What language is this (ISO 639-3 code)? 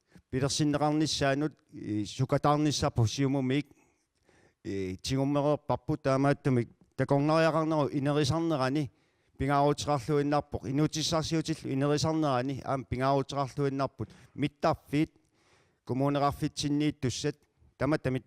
kal